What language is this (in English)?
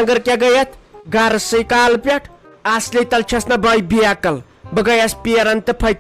Kashmiri